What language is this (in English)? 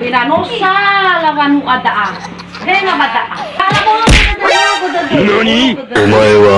Nias